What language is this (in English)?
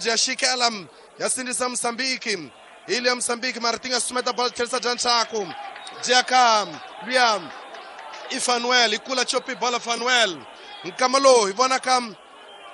Tsonga